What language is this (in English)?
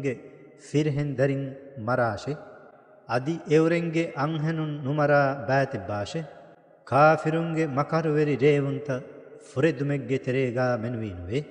Divehi